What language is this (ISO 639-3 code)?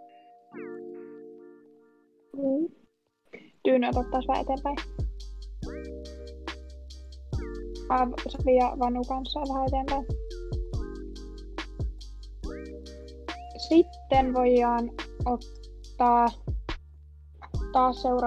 fin